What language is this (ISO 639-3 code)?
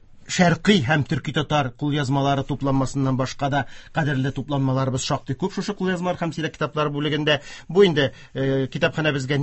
tat